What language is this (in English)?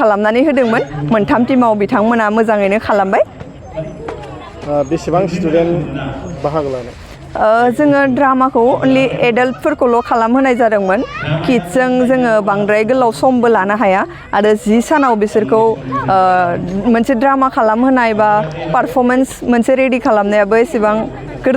Bodo